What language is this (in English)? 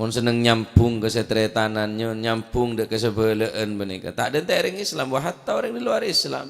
Madurese